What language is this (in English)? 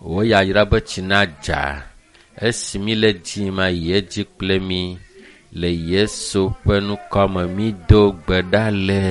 Ewe